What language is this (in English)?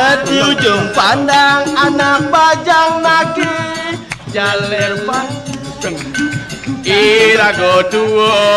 Balinese